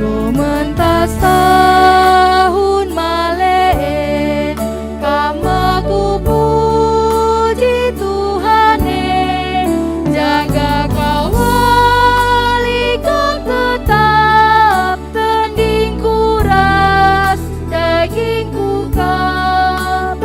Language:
Batak Karo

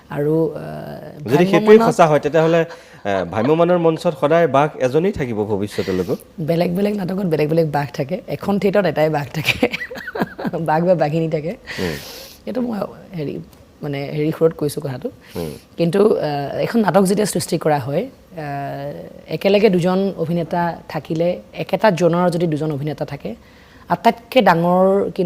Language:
Assamese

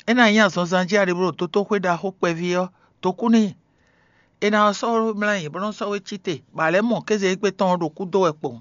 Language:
Fon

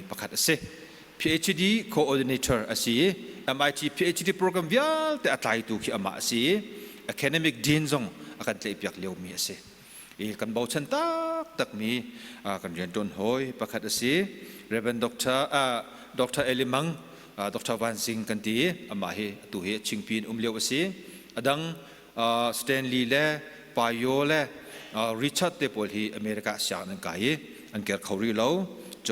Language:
Hakha Chin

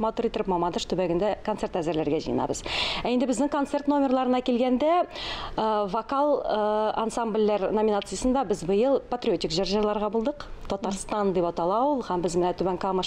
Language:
Tatar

